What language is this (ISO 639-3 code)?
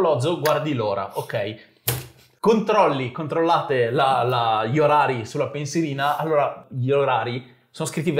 ita